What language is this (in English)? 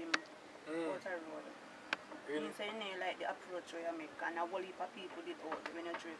Jamaican Creole English